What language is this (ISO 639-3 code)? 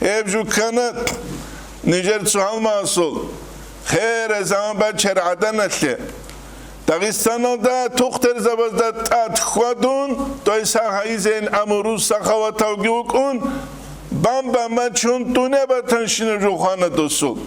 ava